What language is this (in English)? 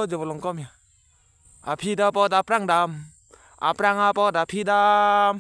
Karbi